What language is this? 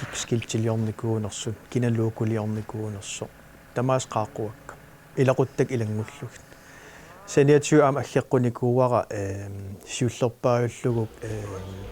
Kalaallisut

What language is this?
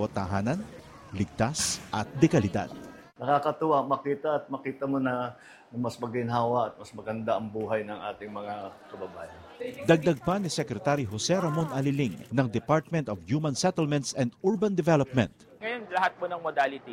Filipino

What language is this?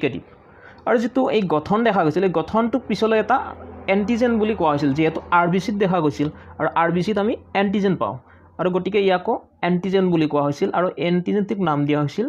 Assamese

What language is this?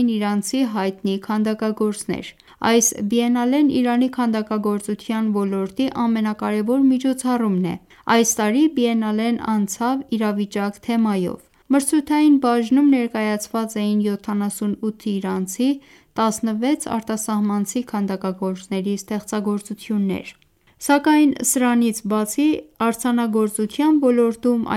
Armenian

